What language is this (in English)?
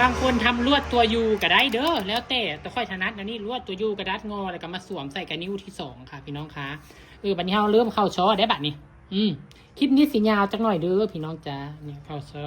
Northeastern Thai